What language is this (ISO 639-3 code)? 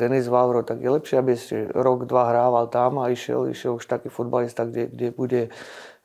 slk